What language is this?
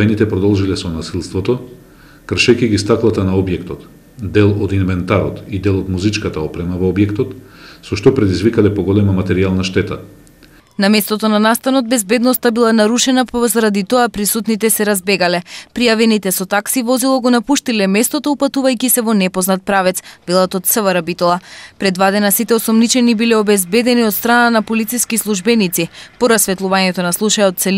Macedonian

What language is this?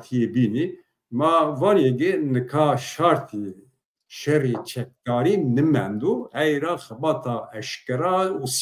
Zaza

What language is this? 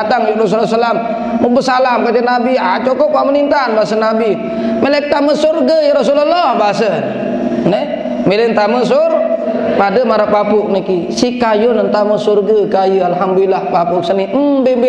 Sasak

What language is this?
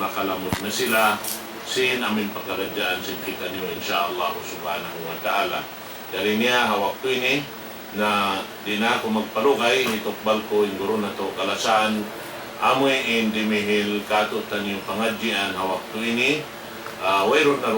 Tausug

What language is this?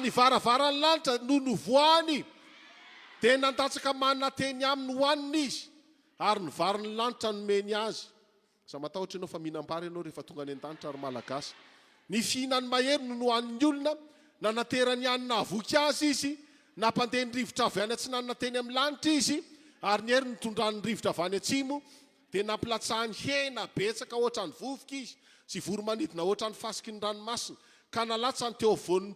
Malagasy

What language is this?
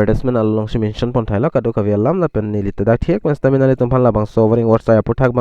Karbi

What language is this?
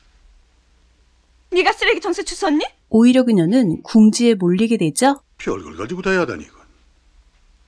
Korean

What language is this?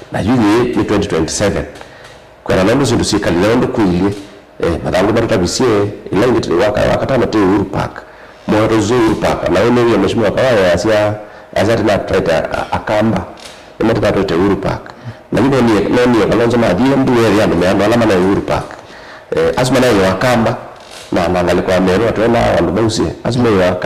Kamba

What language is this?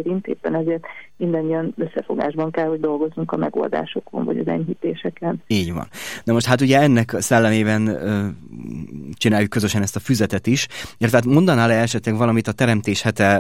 Hungarian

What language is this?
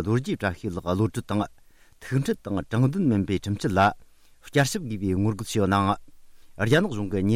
Tibetan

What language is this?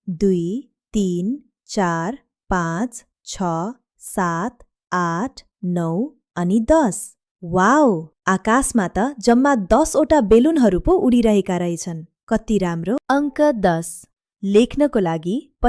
Nepali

